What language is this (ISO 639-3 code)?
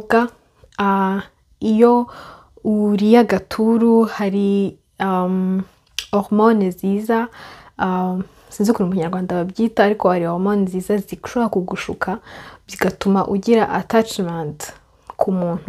kin